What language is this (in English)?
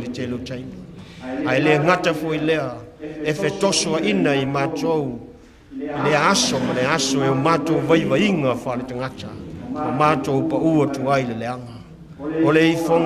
Samoan